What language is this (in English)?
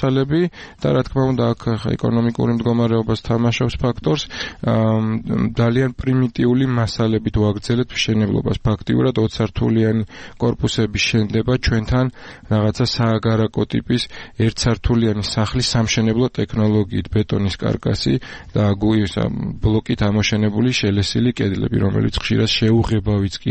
Georgian